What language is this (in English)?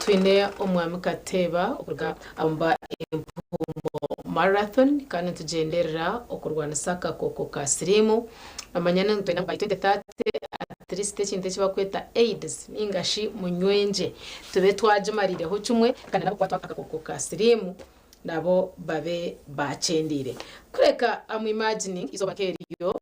Nyankole